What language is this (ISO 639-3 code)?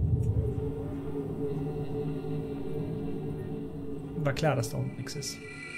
deu